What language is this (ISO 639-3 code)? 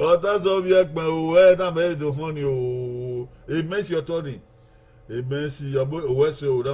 bin